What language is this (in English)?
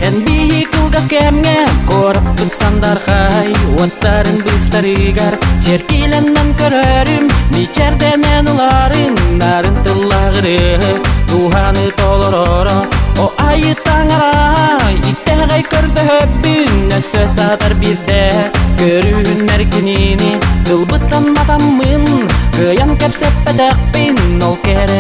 Yakut